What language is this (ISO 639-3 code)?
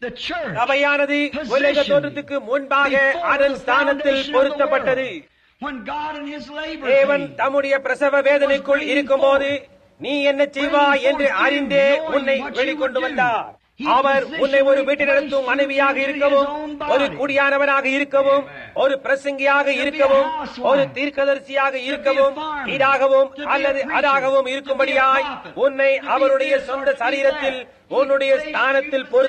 tam